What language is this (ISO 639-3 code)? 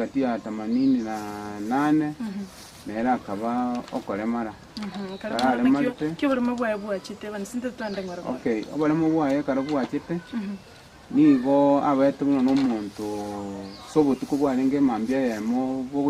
guz